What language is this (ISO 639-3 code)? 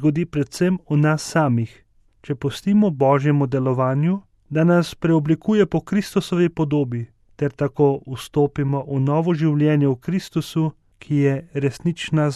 slv